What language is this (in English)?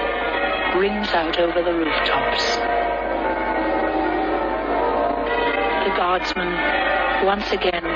English